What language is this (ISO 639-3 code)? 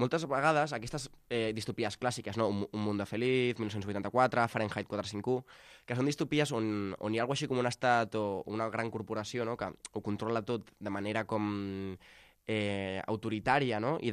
cat